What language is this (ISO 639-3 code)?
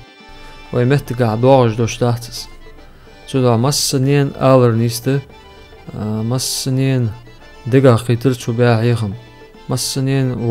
inh